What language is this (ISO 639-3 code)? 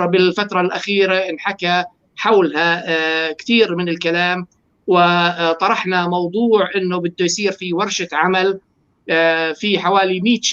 apc